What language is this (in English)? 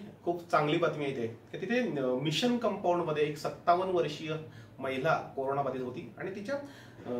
Marathi